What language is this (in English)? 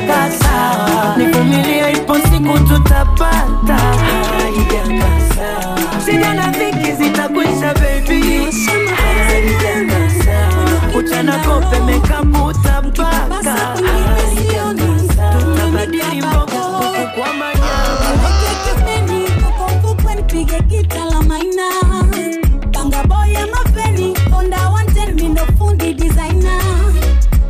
Swahili